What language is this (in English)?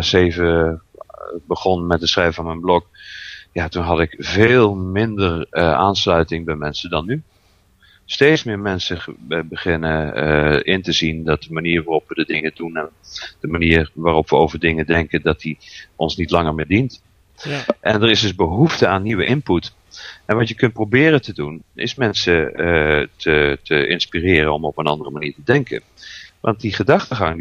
Dutch